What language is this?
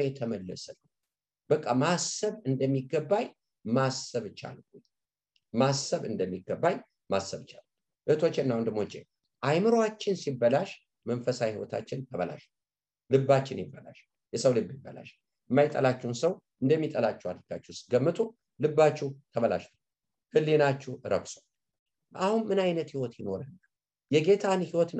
Amharic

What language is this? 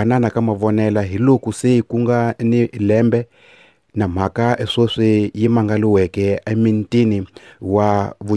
Tsonga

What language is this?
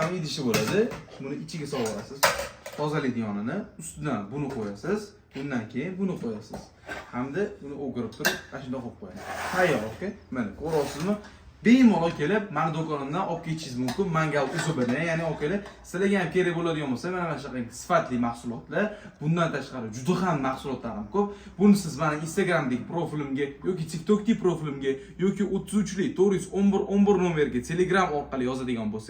Uzbek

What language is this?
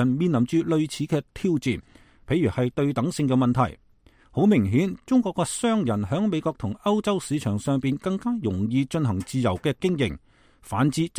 Cantonese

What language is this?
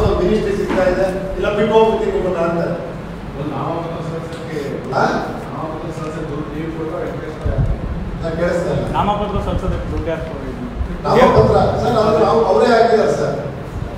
Kannada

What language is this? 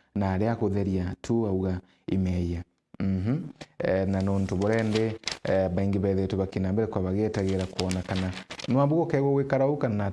Meru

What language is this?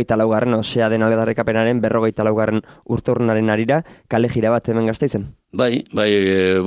Basque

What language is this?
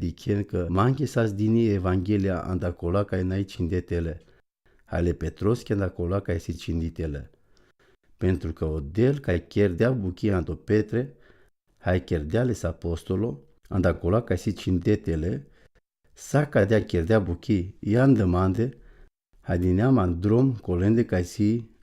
Romany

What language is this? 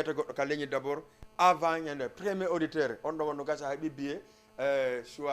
Fula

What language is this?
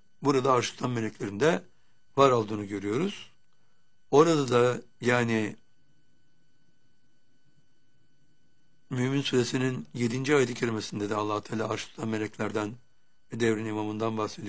Turkish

